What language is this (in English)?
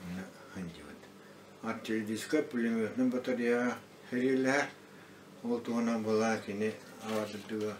Yakut